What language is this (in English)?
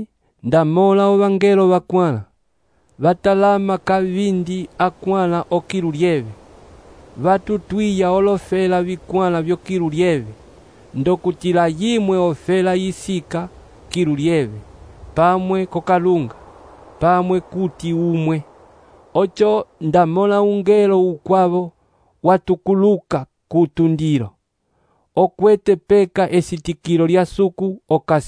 Umbundu